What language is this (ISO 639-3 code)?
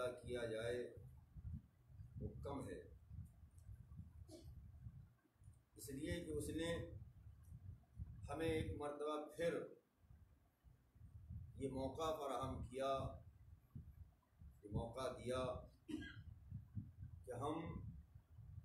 urd